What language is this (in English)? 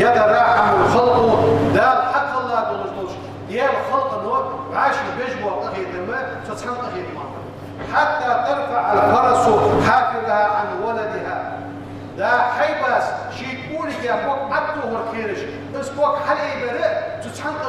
Ingush